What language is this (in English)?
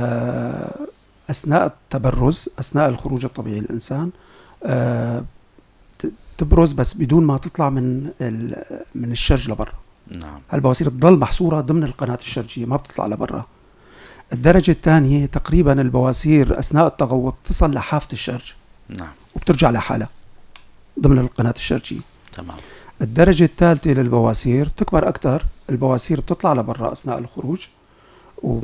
North Levantine Arabic